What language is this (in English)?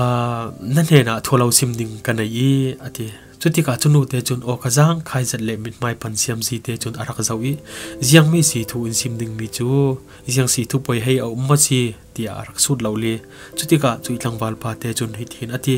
Falam Chin